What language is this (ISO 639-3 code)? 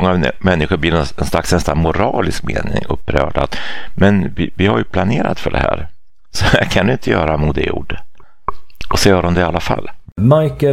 swe